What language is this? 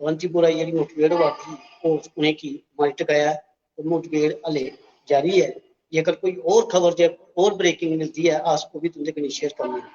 Dogri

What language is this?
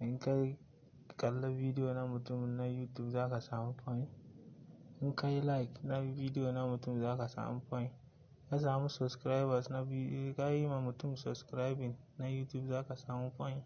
Hausa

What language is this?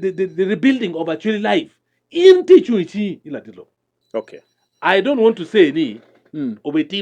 Acoli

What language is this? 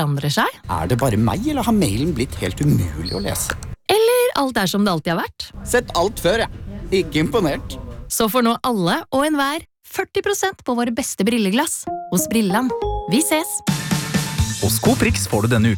Norwegian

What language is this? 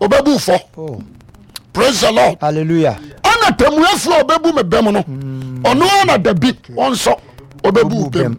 Akan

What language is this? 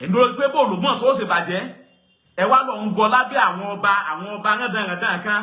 Yoruba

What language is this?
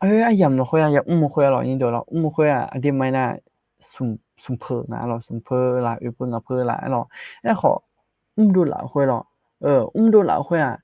Akha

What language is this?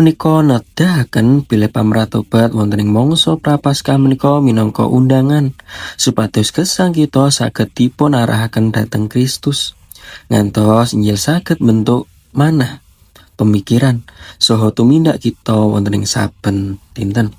Javanese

